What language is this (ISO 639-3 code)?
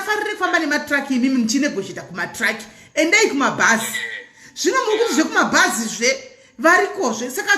sna